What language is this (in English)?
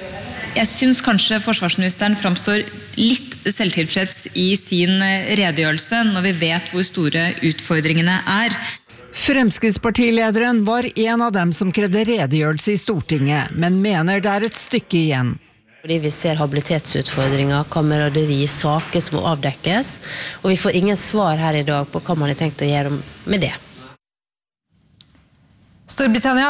Norwegian